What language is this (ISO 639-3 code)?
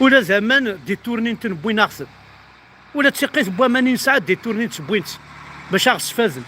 kab